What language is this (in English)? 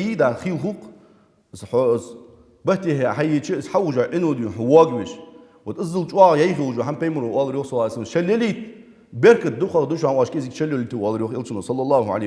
Ingush